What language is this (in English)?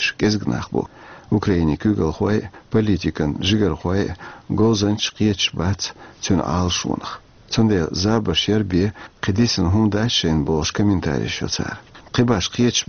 Chechen